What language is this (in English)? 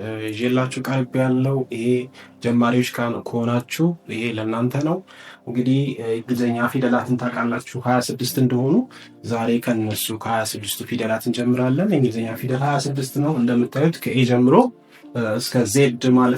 Amharic